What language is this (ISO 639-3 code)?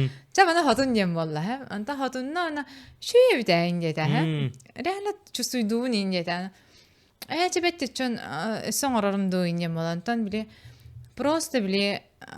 sah